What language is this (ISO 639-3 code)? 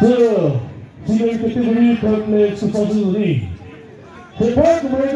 nri